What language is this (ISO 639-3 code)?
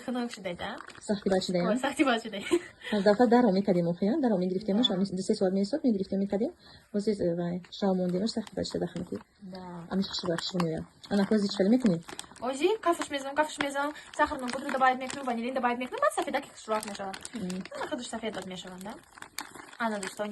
tgk